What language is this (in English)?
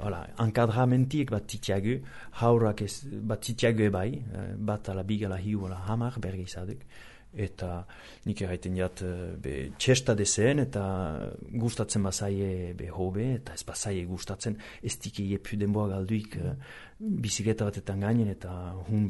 Basque